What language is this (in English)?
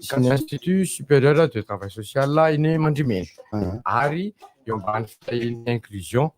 Malagasy